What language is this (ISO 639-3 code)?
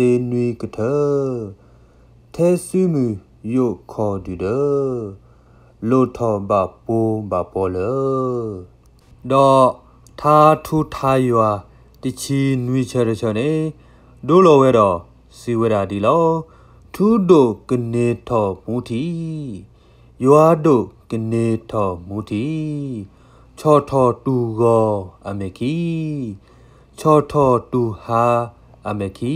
ksw